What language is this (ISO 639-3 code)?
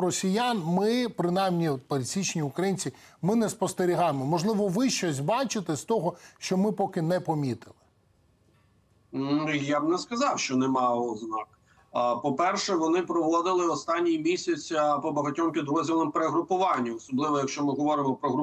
ukr